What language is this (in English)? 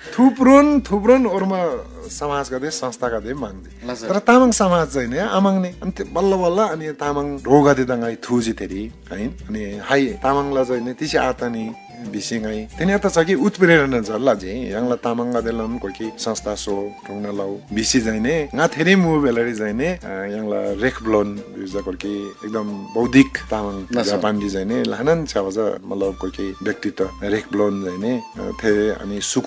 Eastern Tamang